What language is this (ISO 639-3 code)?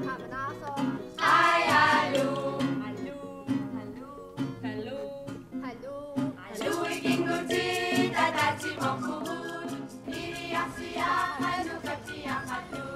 kal